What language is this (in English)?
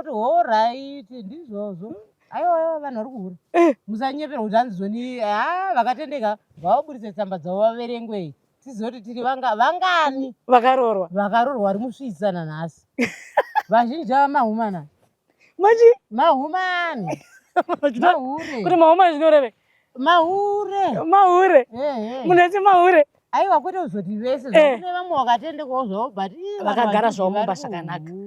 Shona